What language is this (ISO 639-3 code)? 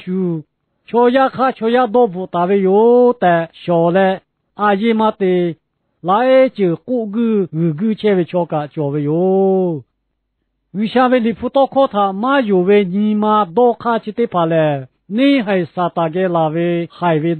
lhu